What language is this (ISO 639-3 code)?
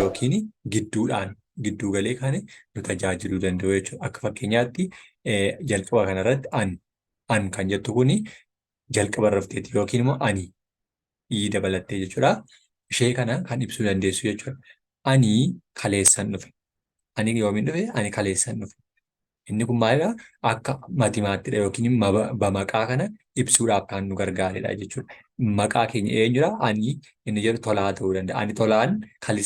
orm